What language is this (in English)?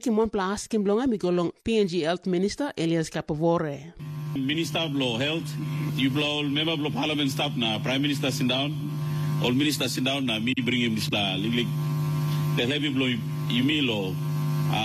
Tok Pisin